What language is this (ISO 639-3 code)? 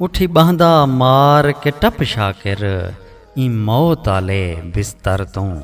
skr